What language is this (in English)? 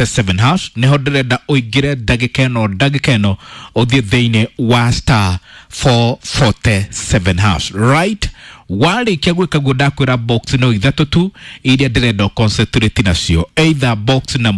Kikuyu